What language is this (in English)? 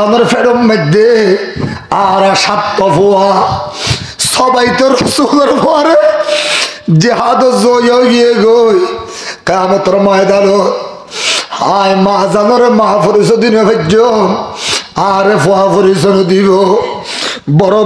Rohingya